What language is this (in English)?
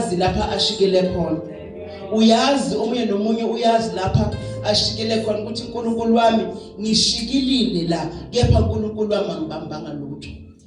Zulu